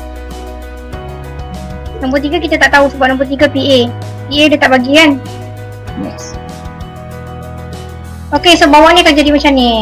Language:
Malay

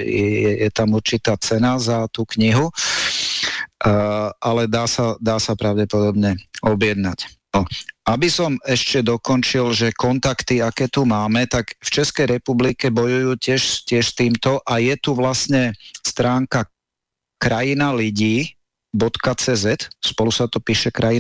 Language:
Slovak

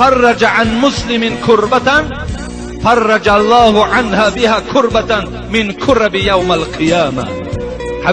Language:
Tajik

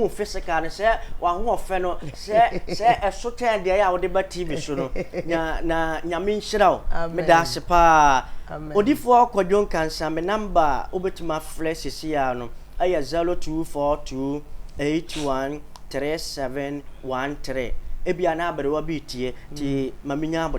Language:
Akan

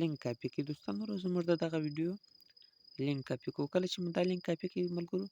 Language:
Pashto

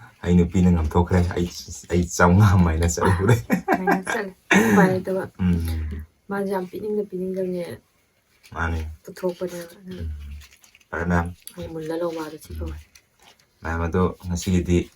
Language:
Manipuri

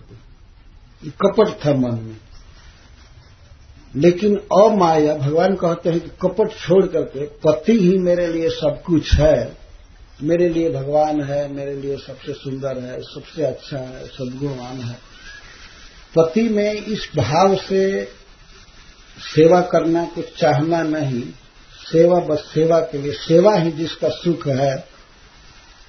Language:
Hindi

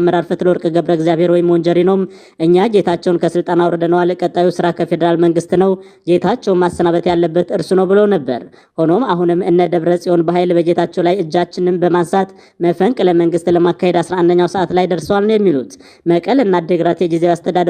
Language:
Amharic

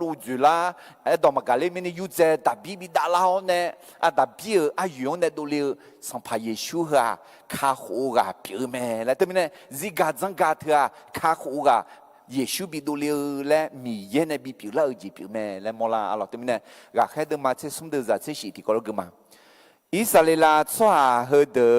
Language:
Akha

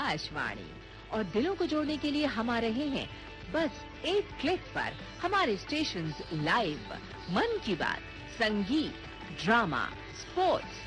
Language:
Hindi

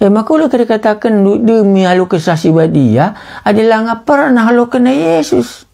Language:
Batak Karo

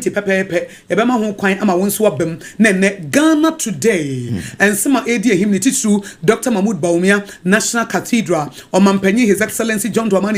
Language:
Akan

